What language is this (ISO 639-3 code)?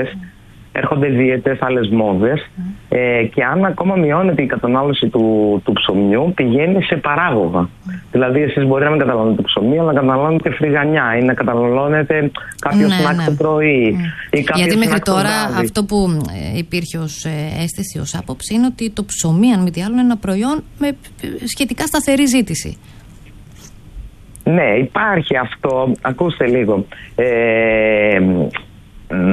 ell